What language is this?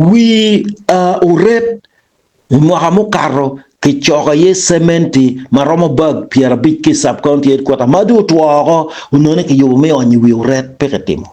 Acoli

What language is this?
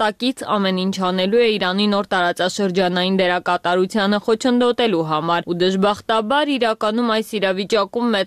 Armenian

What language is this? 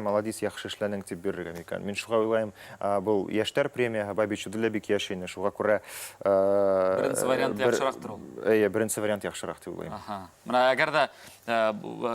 Bashkir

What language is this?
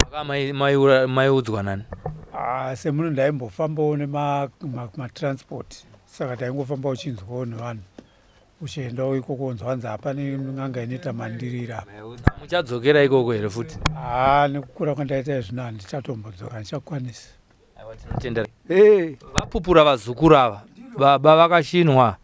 Shona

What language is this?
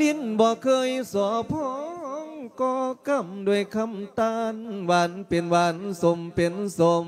Lao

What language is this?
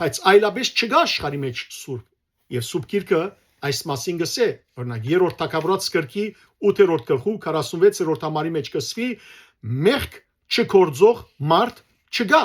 Western Armenian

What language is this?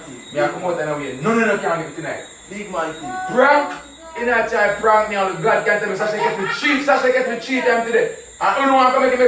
Jamaican Creole English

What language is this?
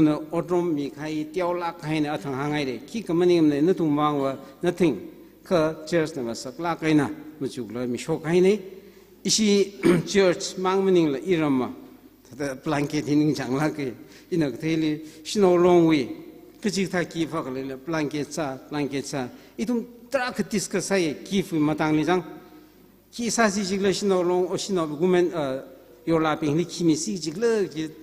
Tangkhul Naga (India)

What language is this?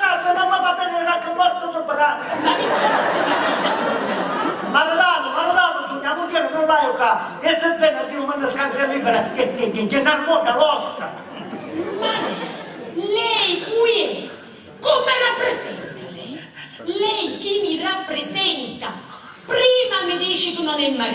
Sicilian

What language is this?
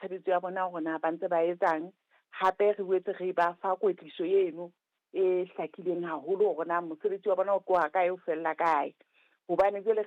Southern Sotho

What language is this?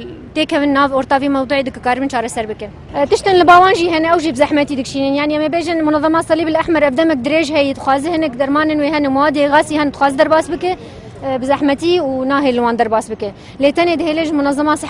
Kurdish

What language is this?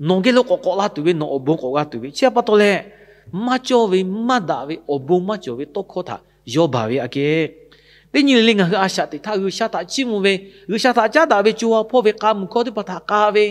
Lahu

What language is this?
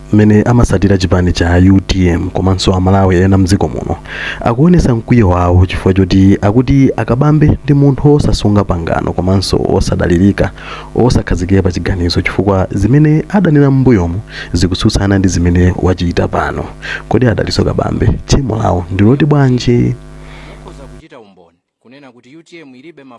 Nyanja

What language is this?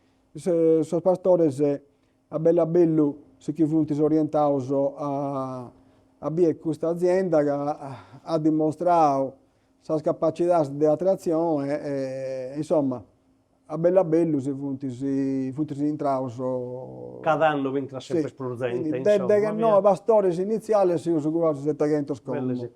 Sardinian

